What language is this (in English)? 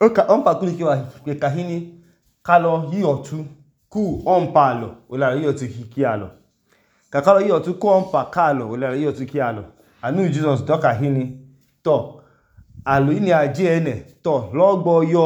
Idoma